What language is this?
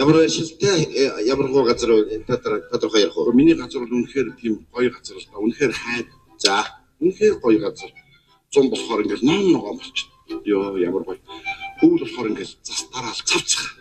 Mongolian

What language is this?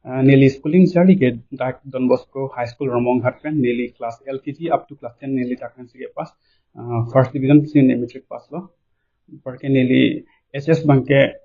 Karbi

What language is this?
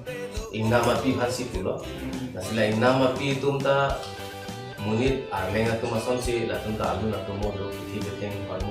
Karbi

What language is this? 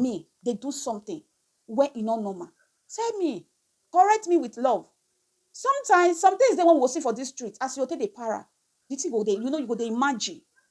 Nigerian Pidgin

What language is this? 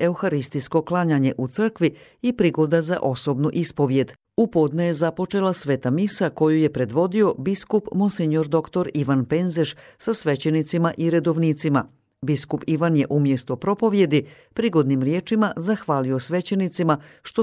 Croatian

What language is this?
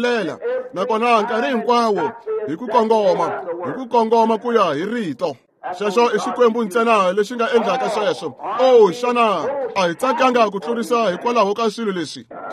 Tsonga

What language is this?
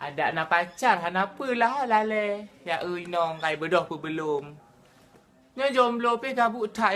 Achinese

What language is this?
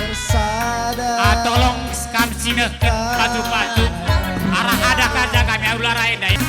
Batak Karo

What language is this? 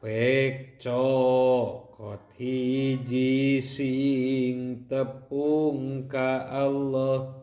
Sundanese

